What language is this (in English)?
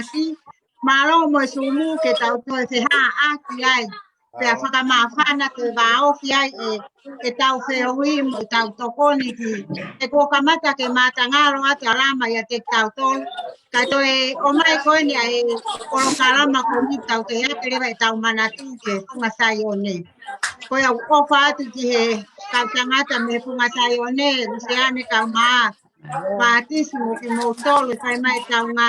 Tongan